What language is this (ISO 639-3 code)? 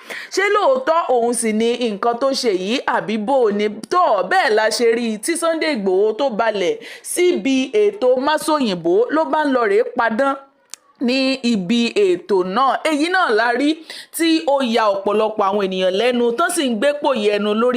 yor